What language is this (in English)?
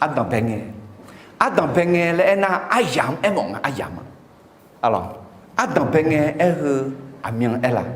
Akha